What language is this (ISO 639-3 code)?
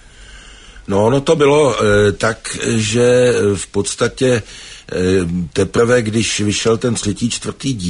ces